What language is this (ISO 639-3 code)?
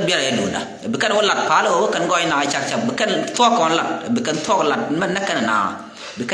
nus